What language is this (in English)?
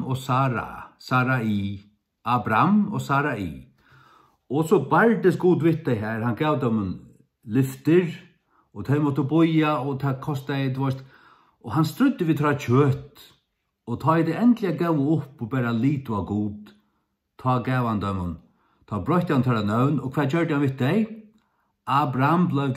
Faroese